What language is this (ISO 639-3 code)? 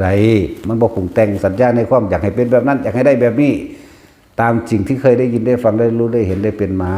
lao